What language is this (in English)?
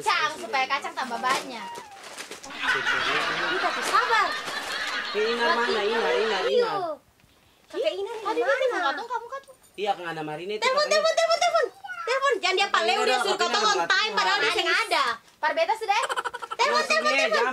Ambonese Malay